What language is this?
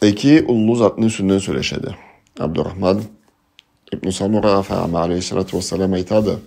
Karachay-Balkar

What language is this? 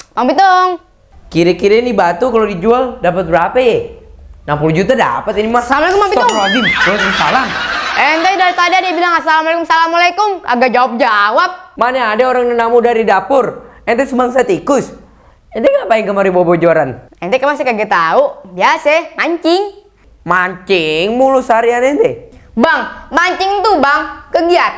Betawi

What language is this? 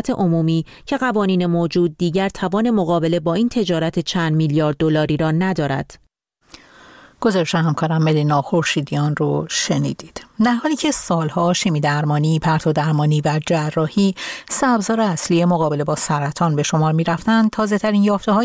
Persian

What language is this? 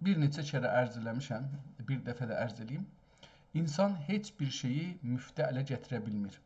South Azerbaijani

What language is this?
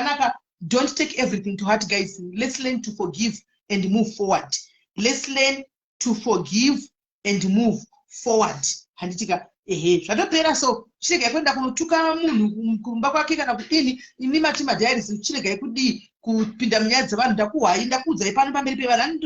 Shona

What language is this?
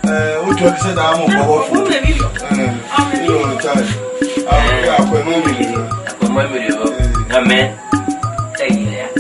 Esan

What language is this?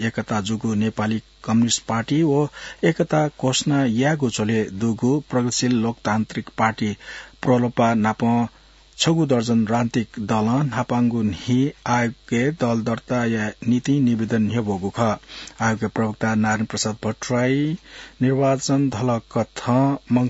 Newari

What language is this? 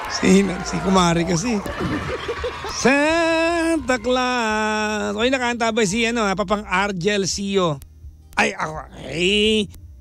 Filipino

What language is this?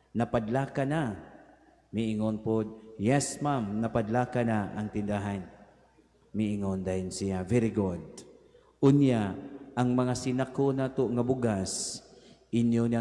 Cebuano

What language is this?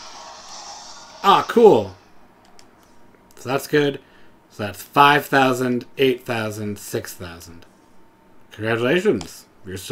English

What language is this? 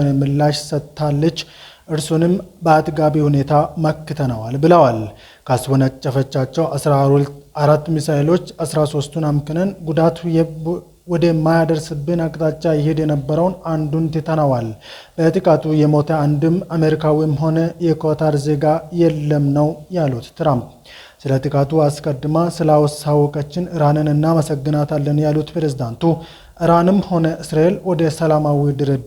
Amharic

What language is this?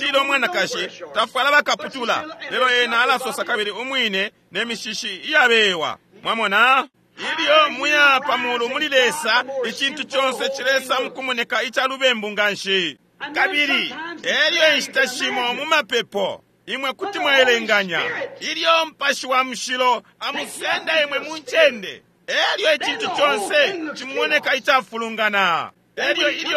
Bemba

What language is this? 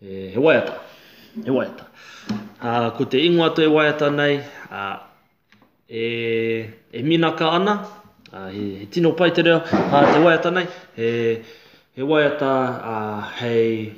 Māori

